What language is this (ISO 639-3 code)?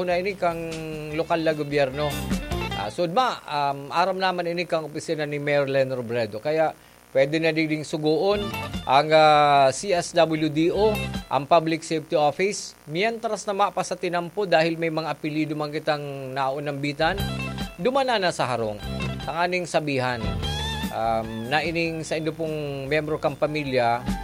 bik